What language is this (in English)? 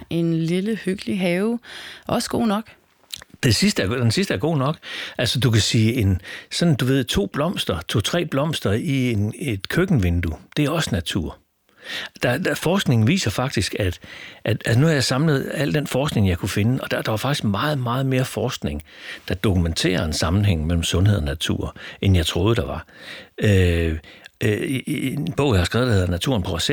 Danish